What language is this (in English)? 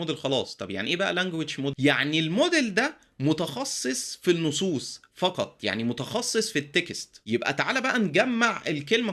Egyptian Arabic